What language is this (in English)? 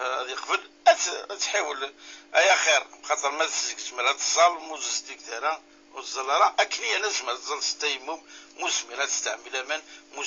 Kabyle